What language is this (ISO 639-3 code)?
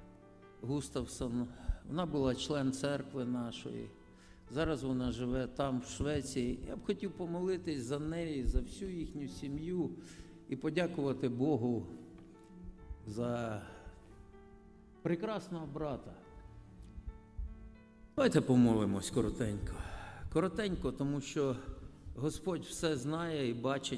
ukr